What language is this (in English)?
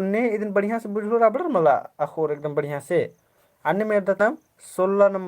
Kurukh